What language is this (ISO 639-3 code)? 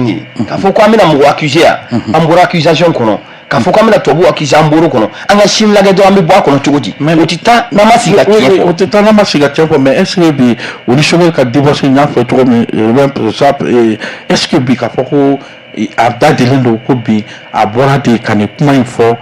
bam